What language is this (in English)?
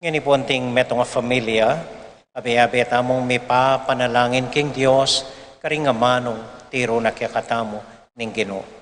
Pampanga